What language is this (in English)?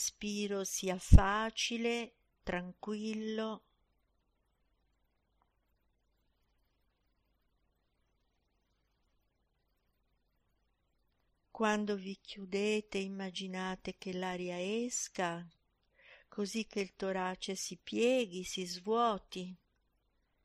Italian